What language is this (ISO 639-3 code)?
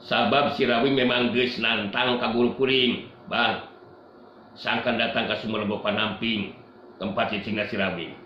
sun